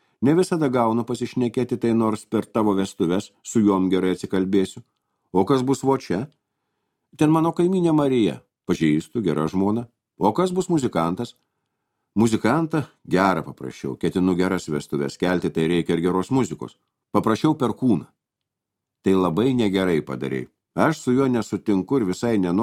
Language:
Lithuanian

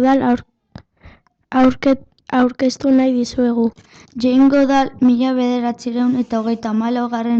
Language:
Basque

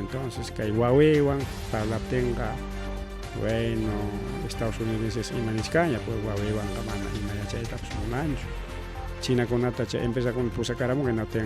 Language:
Ayacucho Quechua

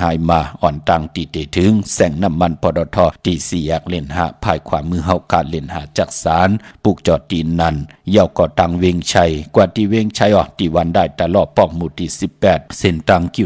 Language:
Shan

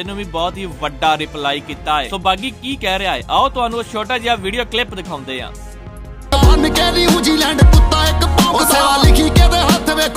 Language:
Punjabi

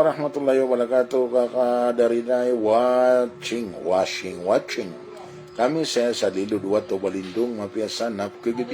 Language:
Maranao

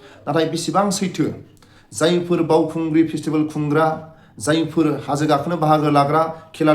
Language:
Bodo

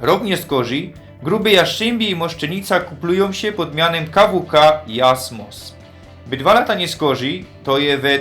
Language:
Silesian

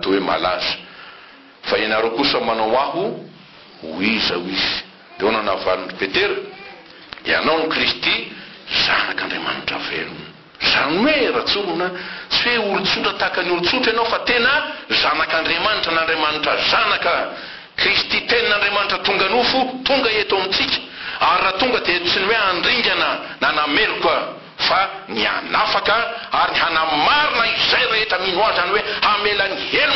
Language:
Malagasy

